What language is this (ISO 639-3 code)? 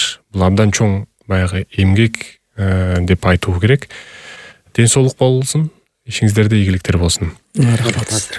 kir